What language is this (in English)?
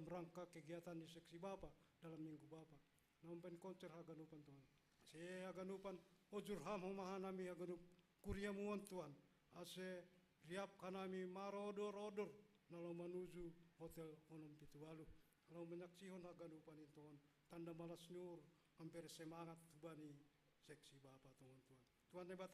Batak Simalungun